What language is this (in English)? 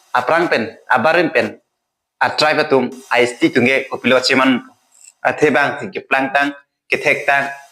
Karbi